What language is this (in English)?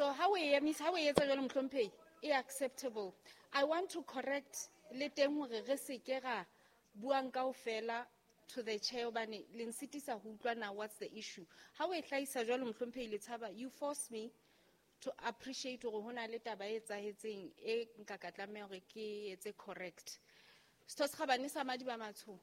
Southern Sotho